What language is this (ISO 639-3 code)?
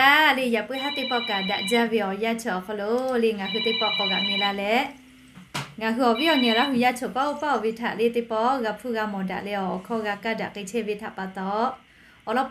lhu